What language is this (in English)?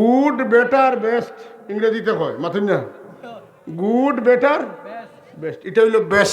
Sylheti